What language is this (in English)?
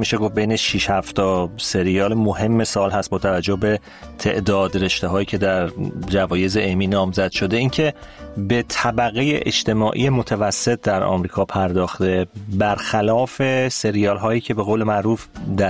Persian